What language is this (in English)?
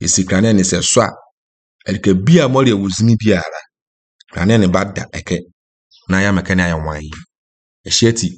Akan